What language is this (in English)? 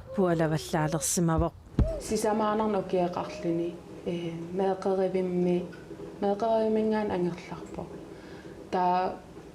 Kalaallisut